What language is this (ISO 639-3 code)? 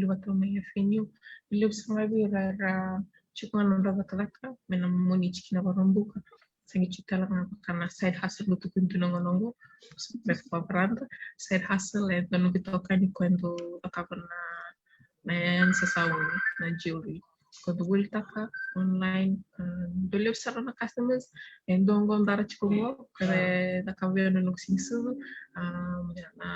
fij